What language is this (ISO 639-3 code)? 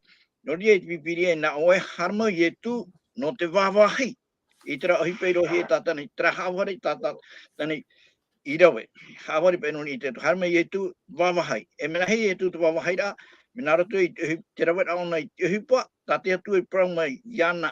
tah